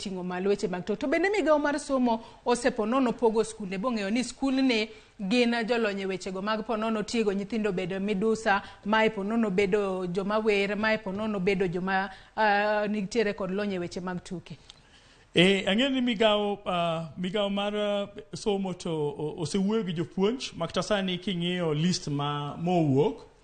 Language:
Luo (Kenya and Tanzania)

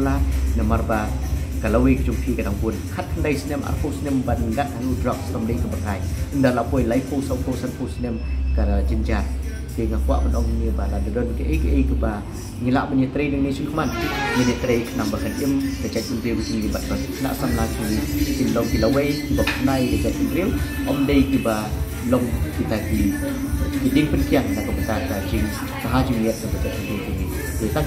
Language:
Khasi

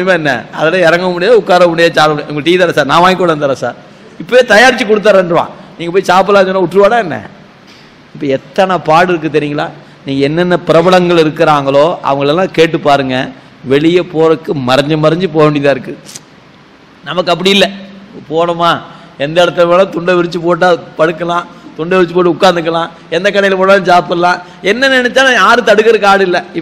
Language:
Tamil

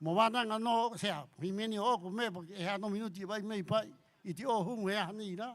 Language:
Rapanui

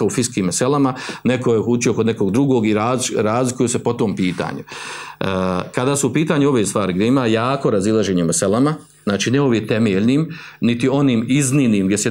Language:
Bosnian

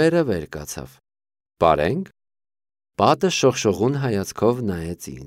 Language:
Armenian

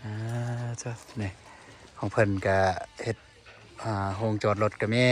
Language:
Lao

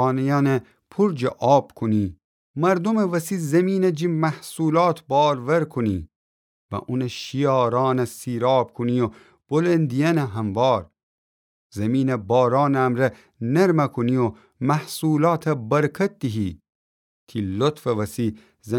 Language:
Gilaki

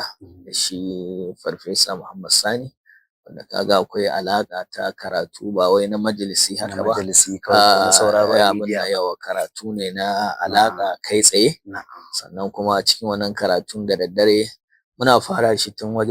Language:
Hausa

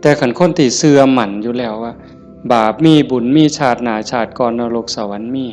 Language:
Northeastern Thai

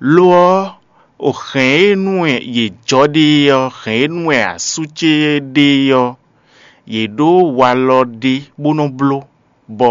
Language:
Fon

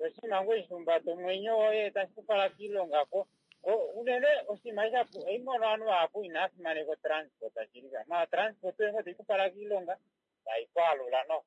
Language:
Kuanyama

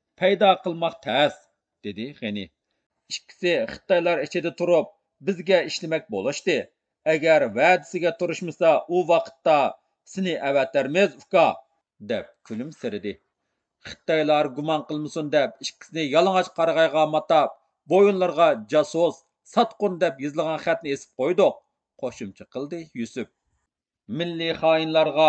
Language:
Uyghur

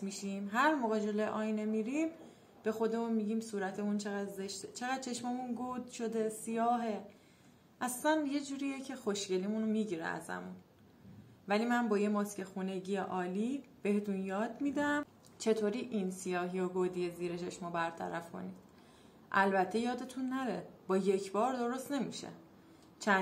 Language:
Persian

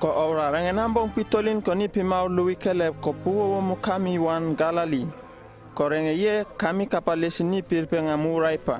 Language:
Uripiv-Wala-Rano-Atchin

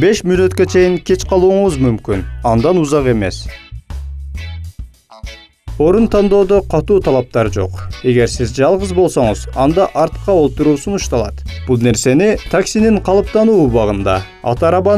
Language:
Kyrgyz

